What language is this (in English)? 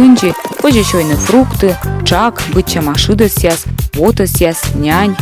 Komi